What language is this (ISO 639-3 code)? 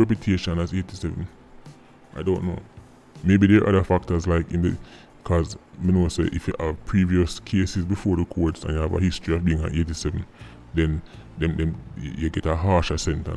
jam